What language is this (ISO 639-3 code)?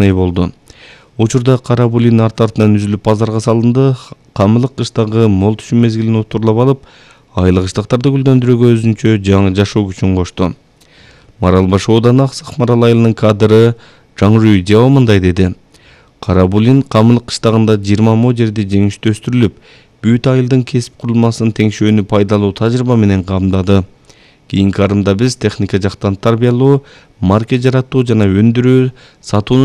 kir